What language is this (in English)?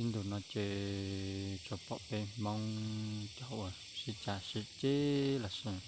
Hmong